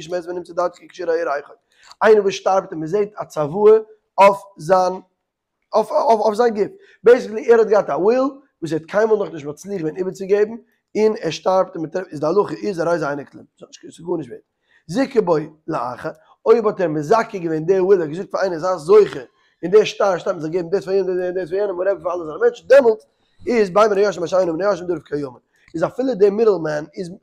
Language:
Yiddish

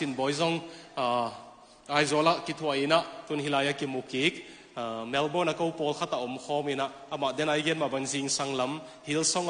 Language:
Tedim Chin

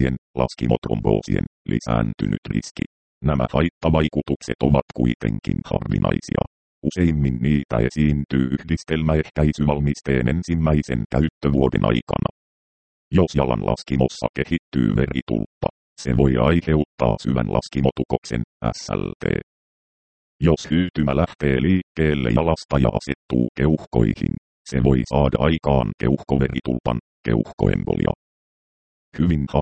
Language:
Finnish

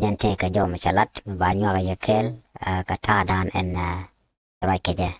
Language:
Nuer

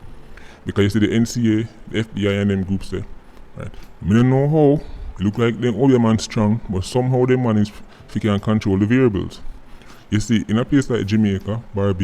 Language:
Jamaican Creole English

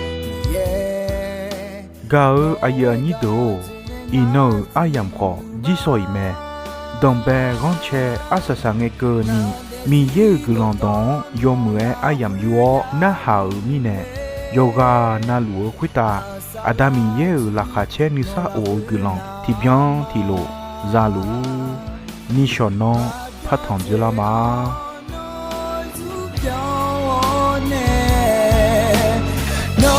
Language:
Akha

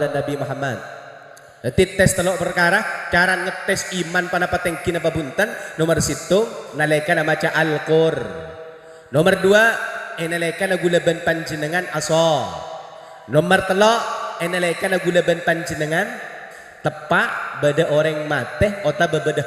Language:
Madurese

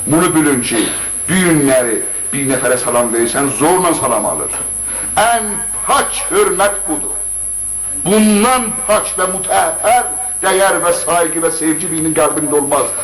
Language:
South Azerbaijani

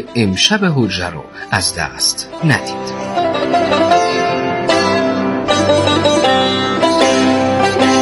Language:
Persian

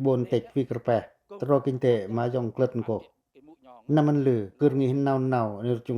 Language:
Pacoh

